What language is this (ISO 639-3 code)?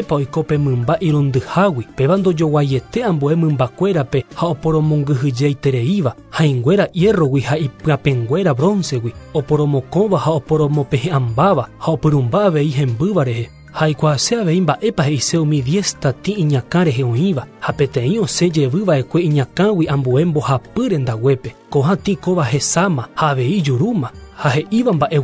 grn